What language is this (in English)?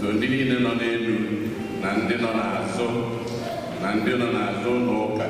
Igbo